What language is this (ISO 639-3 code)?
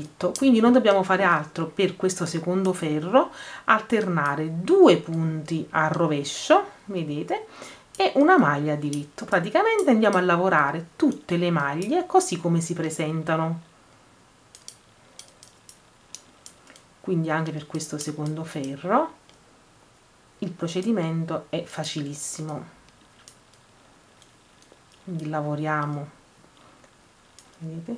ita